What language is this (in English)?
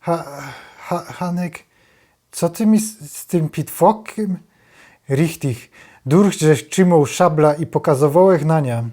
Silesian